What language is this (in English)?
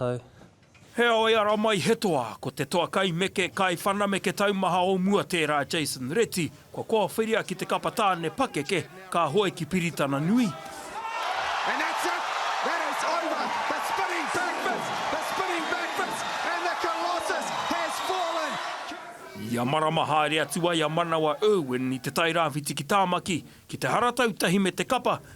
Māori